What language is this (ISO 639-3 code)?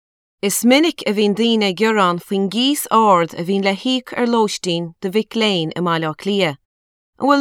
gle